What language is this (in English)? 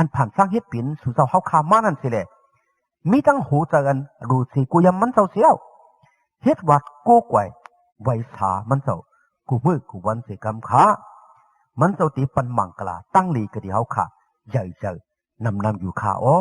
Shan